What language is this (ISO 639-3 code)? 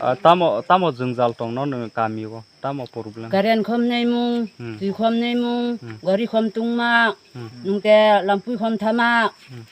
trp